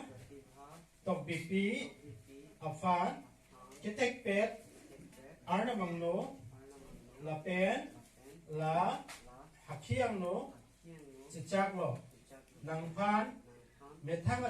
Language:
Karbi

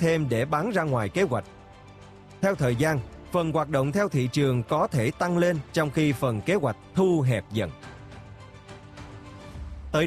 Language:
Vietnamese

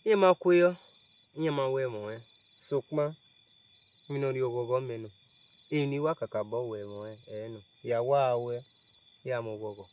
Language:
Bini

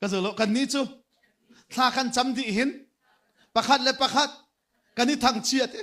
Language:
Hakha Chin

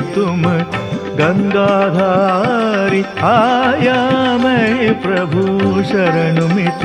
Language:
Hindi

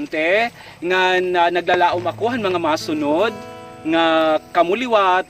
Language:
Waray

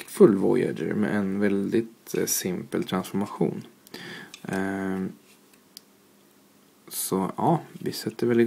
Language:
Swedish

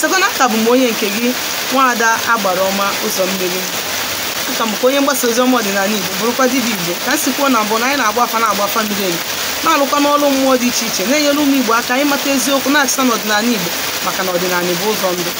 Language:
Igbo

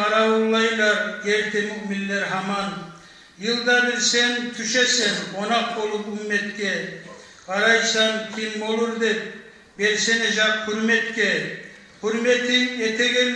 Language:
Kumyk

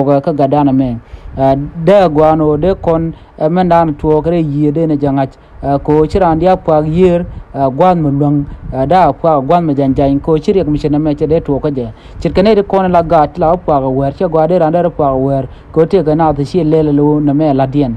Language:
Nuer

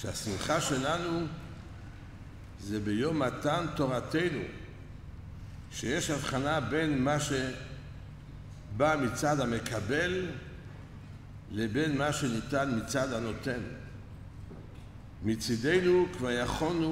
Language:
Hebrew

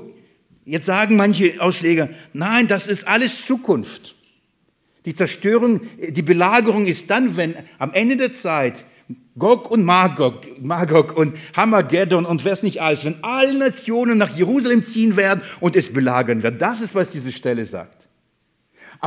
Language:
German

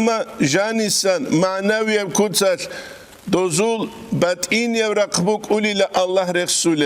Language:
Avaric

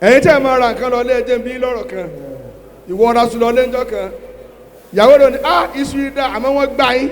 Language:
Yoruba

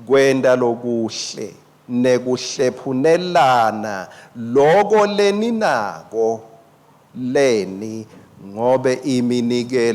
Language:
Swati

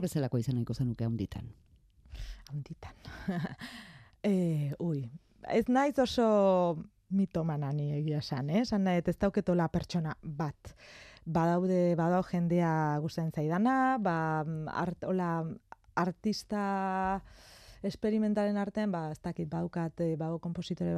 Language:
Basque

